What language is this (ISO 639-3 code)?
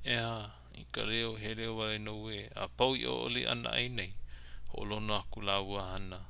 haw